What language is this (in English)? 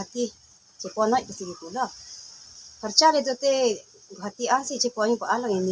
Karbi